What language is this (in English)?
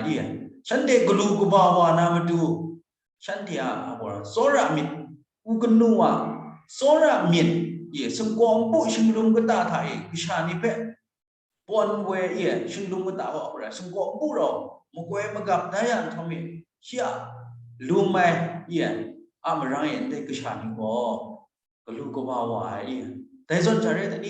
Kachin